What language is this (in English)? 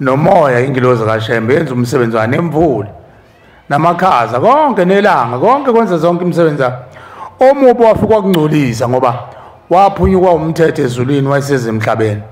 Zulu